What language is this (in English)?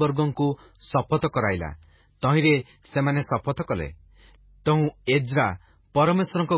Odia